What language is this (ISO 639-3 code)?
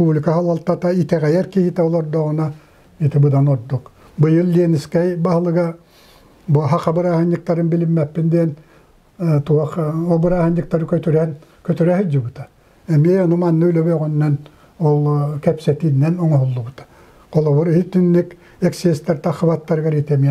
sah